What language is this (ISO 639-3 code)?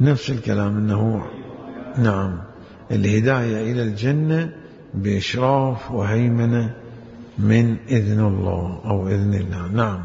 acm